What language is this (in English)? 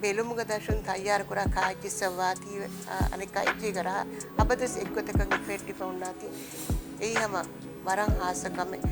Divehi